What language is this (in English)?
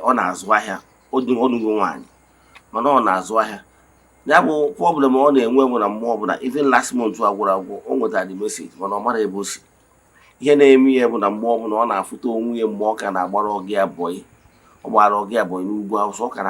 Igbo